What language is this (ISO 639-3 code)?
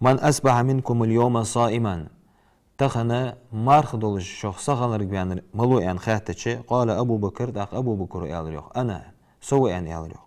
inh